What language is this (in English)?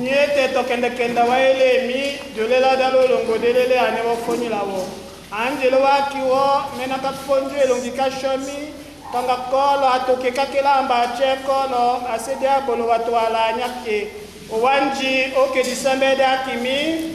Tetela